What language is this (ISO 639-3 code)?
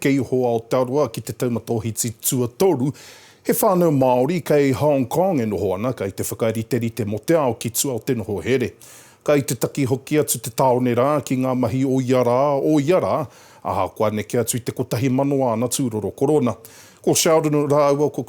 mri